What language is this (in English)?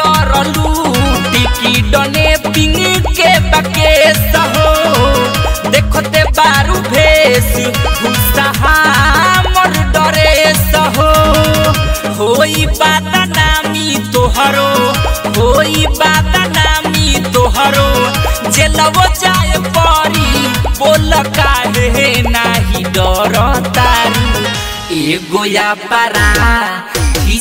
Bhojpuri